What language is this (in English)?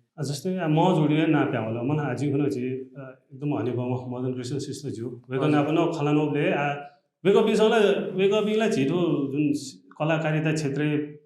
Newari